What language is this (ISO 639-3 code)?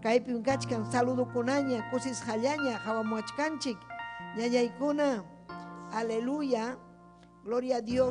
quy